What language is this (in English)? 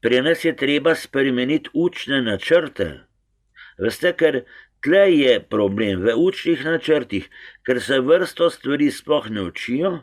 Slovenian